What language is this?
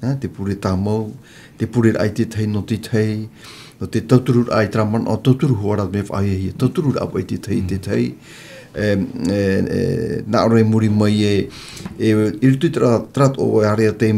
Tahitian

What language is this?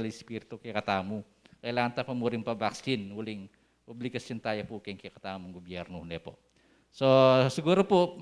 Pampanga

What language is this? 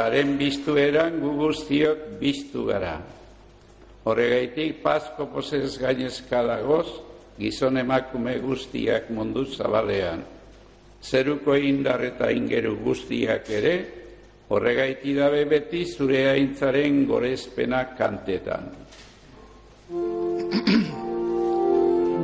Basque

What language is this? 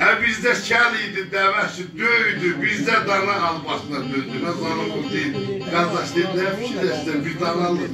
South Azerbaijani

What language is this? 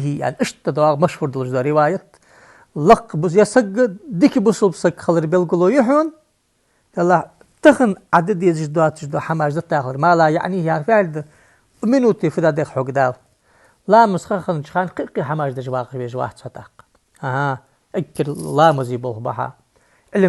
Ingush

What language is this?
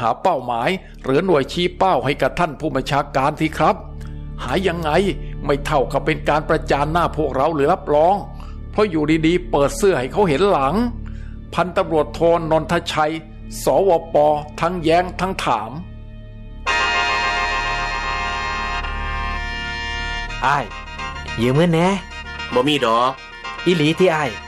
Thai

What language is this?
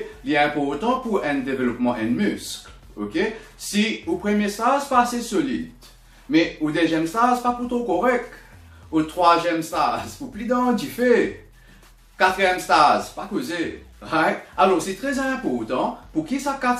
Morisyen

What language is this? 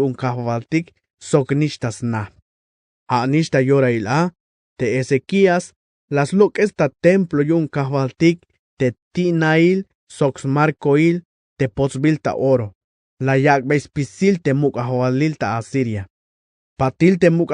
Tzeltal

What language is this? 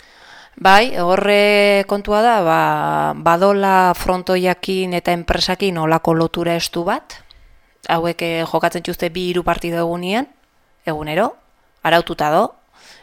Basque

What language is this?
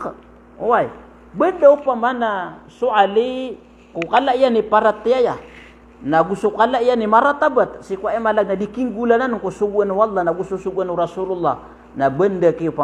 Maranao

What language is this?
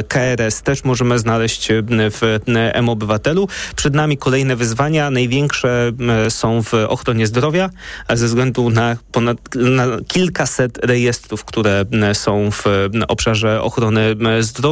Polish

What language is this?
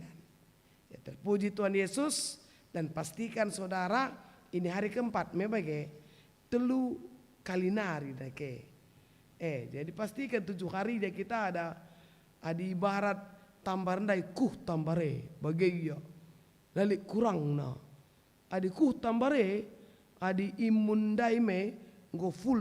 Batak Karo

